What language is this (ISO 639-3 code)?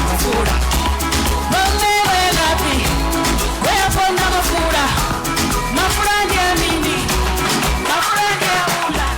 ven